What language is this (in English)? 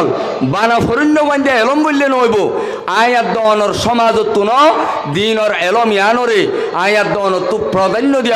Rohingya